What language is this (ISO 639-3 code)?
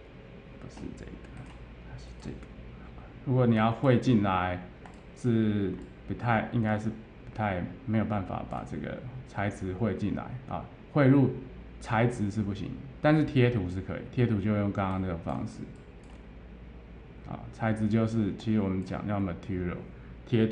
zho